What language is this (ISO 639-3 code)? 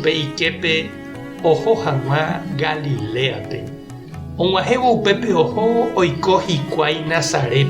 grn